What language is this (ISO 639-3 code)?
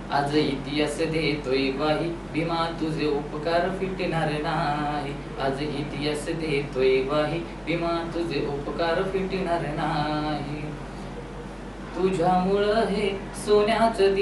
mar